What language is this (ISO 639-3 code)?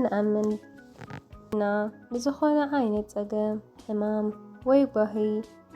tir